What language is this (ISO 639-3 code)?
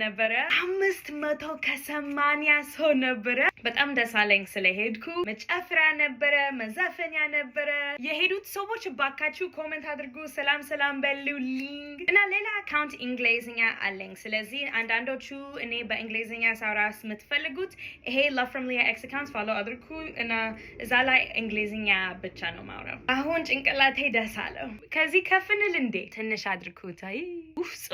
amh